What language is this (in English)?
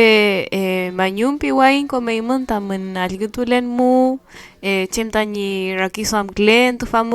Mapuche